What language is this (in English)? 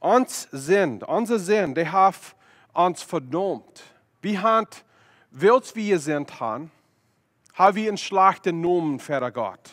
Plautdietsch